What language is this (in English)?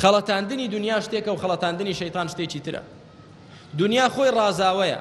Central Kurdish